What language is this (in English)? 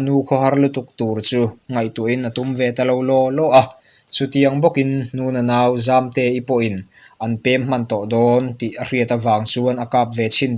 Mizo